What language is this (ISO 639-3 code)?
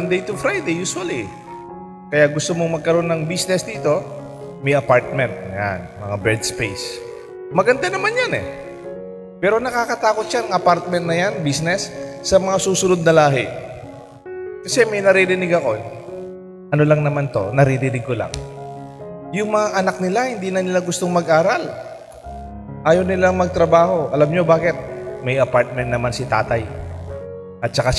fil